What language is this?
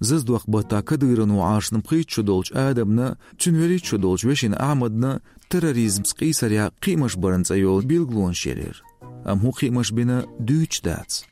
Chechen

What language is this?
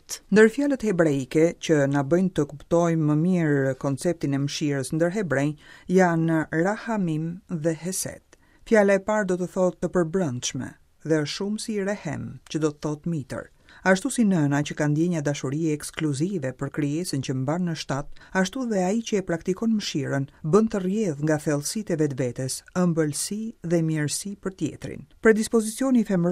Albanian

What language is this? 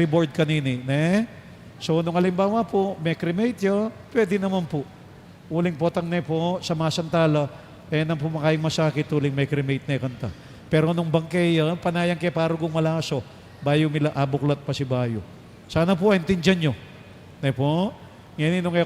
Pampanga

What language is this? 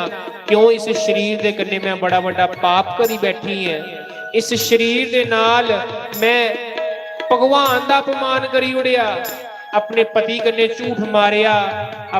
Dogri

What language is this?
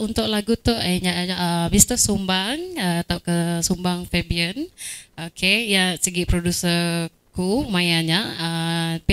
Iban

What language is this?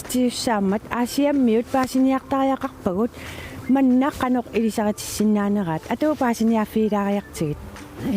Kalaallisut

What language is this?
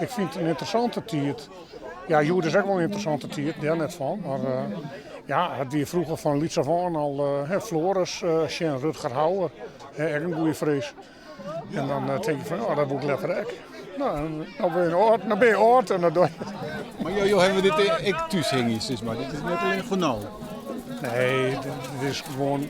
Western Frisian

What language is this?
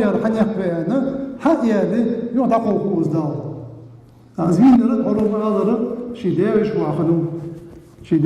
Ingush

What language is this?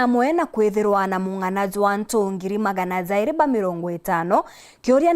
Meru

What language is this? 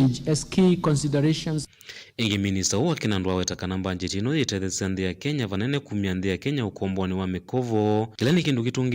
Kamba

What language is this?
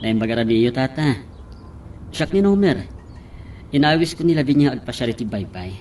Iloko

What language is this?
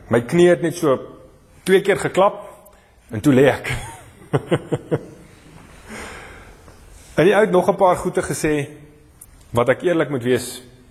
Afrikaans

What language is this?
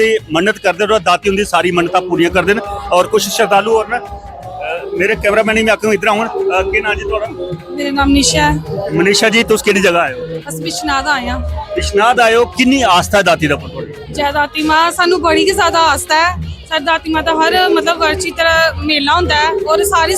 Dogri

